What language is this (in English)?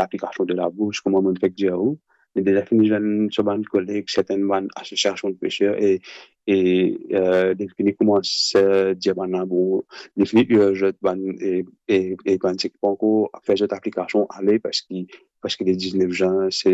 Morisyen